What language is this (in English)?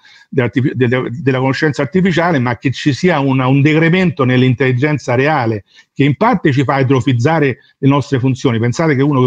Italian